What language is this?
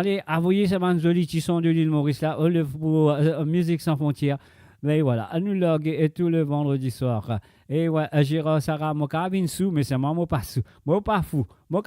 Morisyen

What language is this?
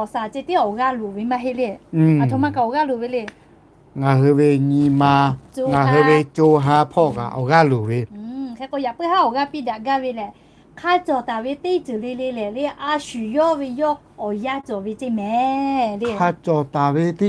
Lahu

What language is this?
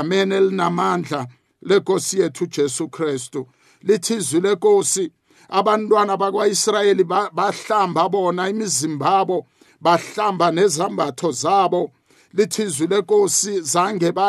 South Ndebele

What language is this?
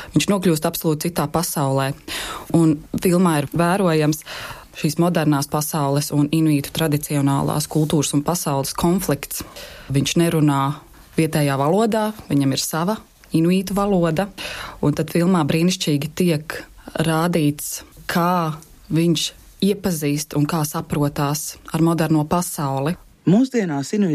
Latvian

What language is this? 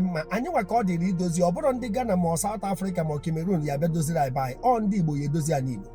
Igbo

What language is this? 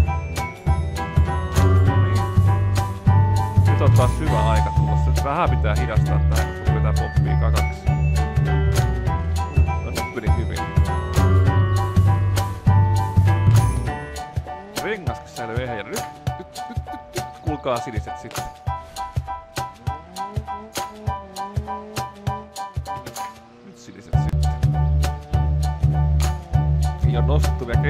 Finnish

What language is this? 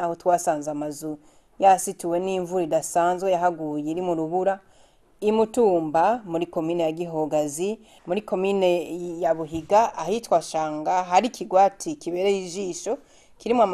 Rundi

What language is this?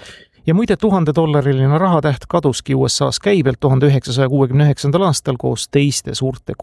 Estonian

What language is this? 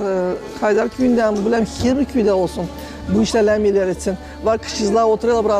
Gagauz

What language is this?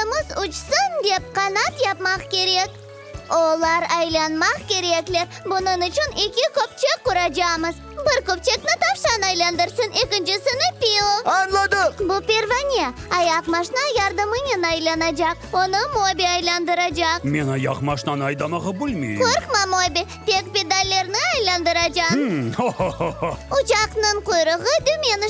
Crimean Tatar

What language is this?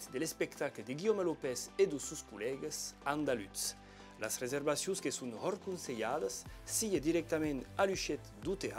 Occitan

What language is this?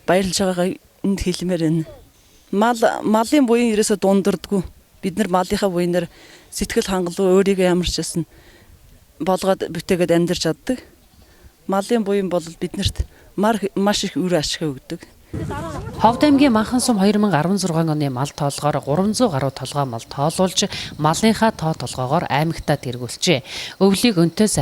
Mongolian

